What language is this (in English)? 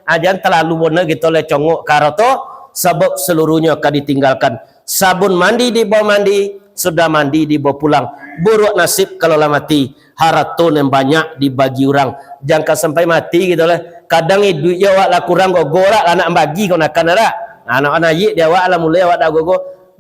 Minangkabau